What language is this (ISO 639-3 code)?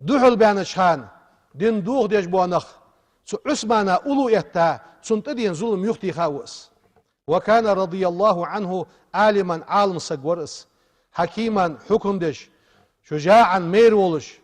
inh